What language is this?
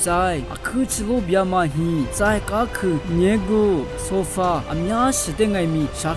Lisu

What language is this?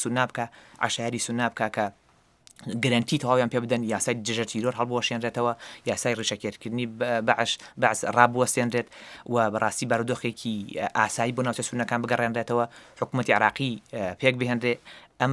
Central Kurdish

